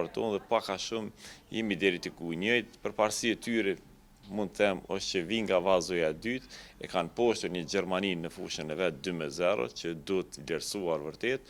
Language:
Albanian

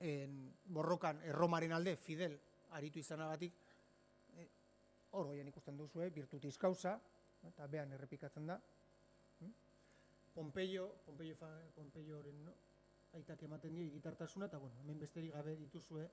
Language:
Basque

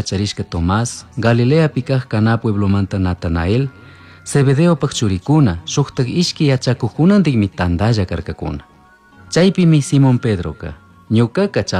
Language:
Chimborazo Highland Quichua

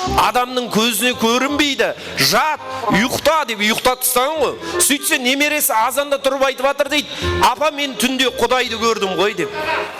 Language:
Kara-Kalpak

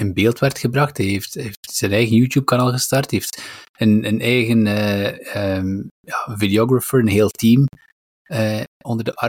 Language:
Dutch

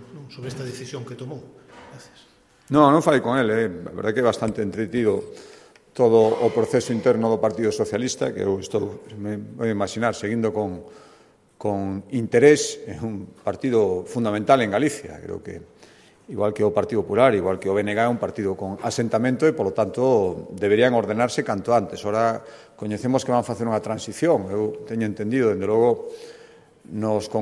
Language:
Galician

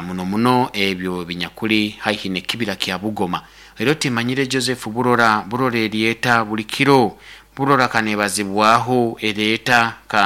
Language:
Nyoro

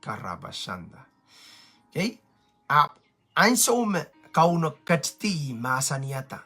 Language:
Pohnpeian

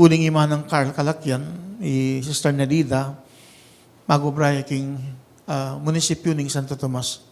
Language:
Pampanga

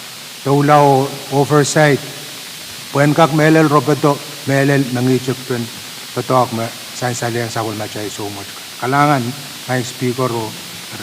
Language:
Pohnpeian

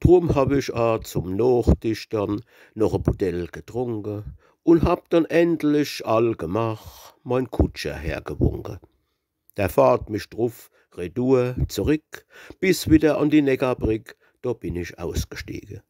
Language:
Palatine German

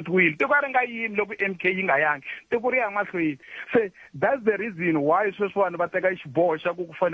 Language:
Tsonga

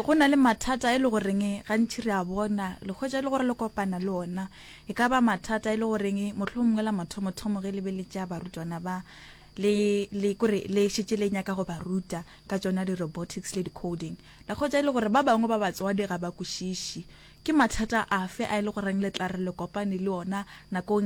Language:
Northern Sotho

